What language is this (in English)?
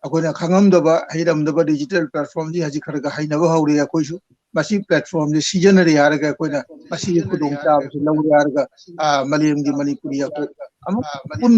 Manipuri